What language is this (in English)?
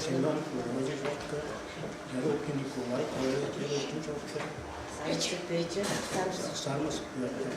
Chuvash